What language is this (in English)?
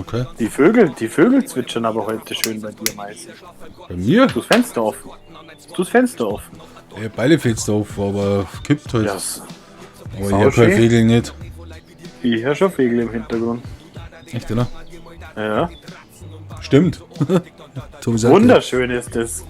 Bavarian